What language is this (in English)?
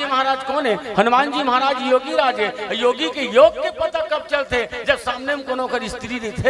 Chhattisgarhi